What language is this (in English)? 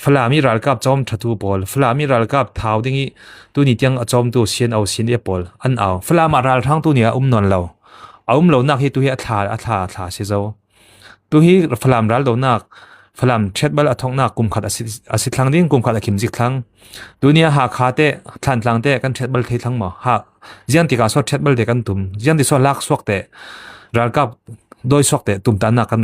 Falam Chin